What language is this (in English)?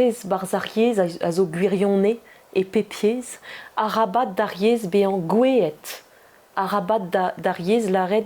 Breton